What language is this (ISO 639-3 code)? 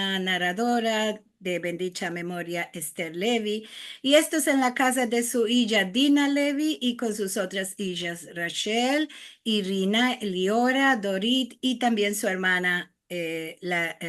lad